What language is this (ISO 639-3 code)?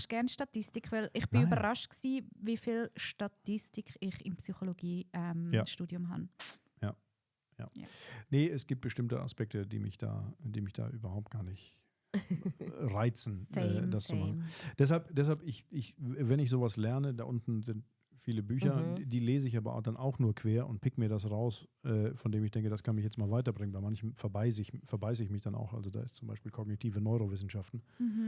gsw